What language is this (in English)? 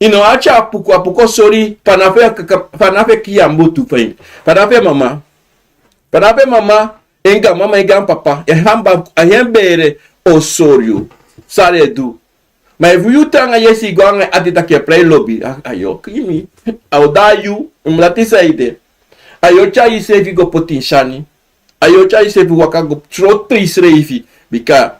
Sranan Tongo